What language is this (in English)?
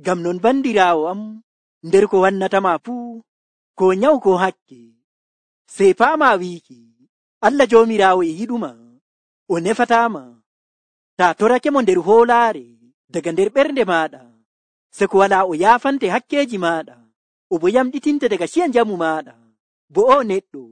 Nigerian Fulfulde